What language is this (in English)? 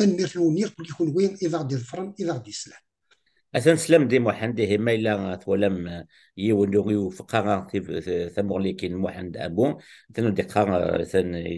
Kabyle